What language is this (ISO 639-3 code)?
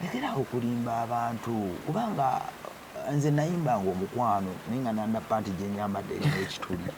lug